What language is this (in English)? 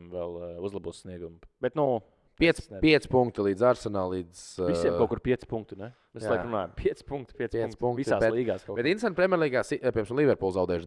Latvian